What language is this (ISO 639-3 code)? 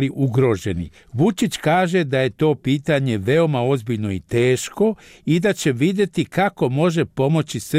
bos